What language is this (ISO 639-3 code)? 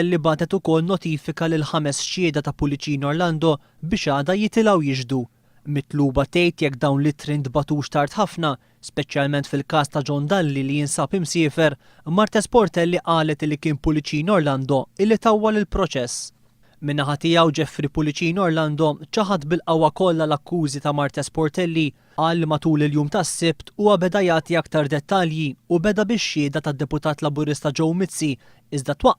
mlt